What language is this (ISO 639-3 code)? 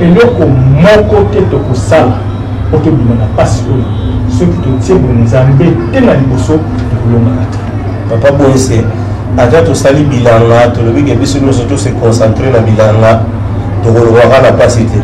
lin